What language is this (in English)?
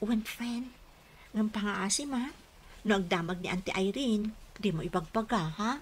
Iloko